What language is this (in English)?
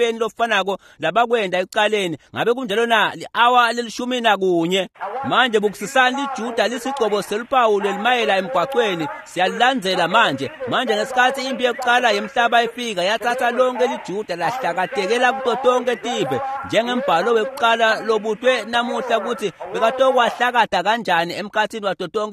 Swati